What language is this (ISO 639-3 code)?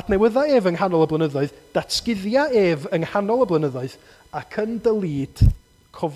cym